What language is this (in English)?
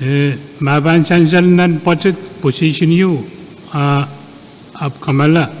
Pohnpeian